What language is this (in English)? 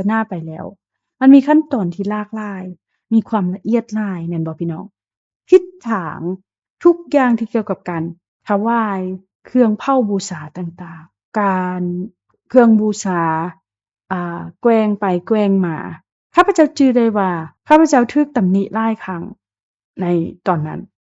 Lao